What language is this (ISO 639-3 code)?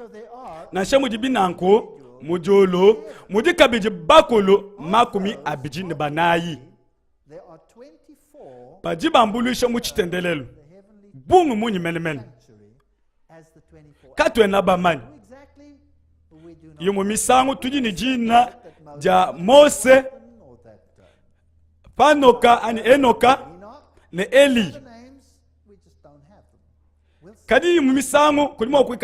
lua